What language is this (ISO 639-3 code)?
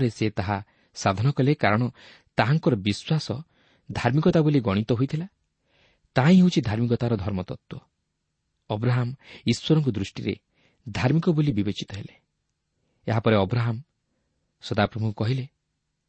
ori